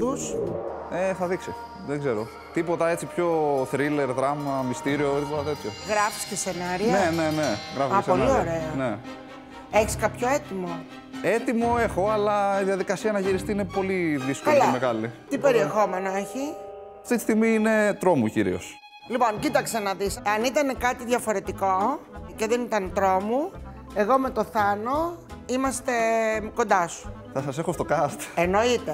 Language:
Greek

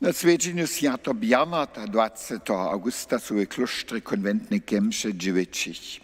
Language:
Upper Sorbian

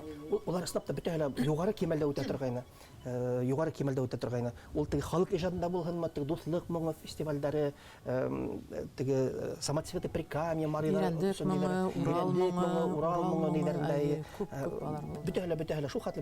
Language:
Bashkir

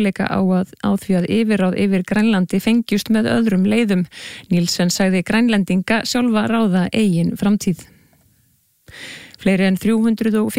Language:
Icelandic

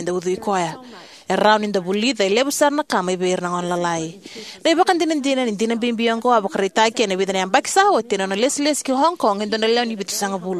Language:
Fijian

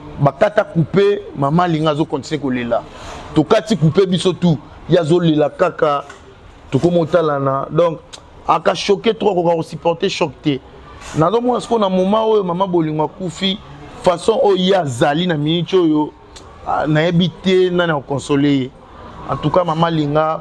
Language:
Lingala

